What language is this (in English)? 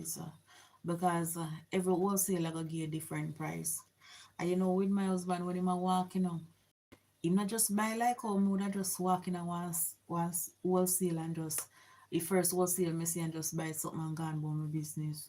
Jamaican Creole English